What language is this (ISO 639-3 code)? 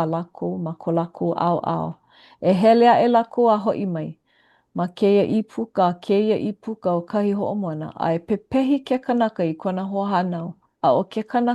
haw